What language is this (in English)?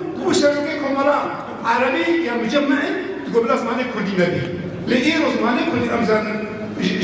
Kurdish